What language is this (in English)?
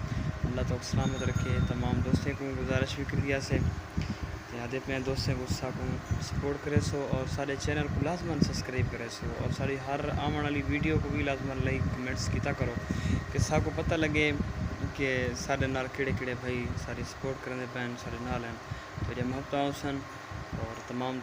Saraiki